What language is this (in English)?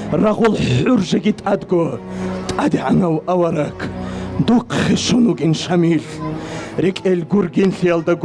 Avaric